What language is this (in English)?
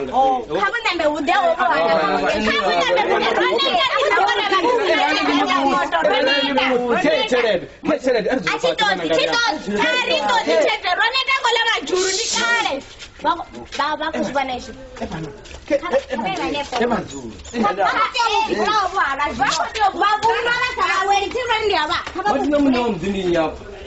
Venda